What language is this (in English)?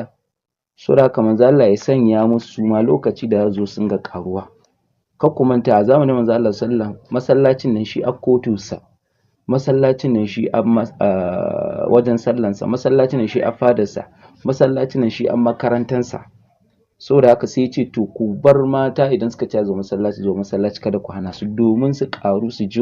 Hausa